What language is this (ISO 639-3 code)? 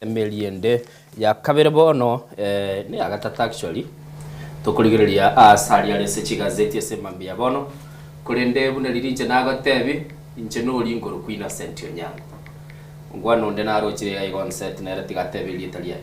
guz